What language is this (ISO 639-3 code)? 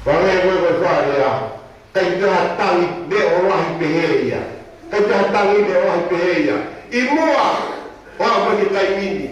ton